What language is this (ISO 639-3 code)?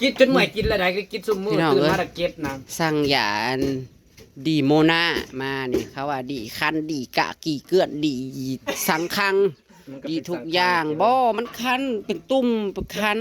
tts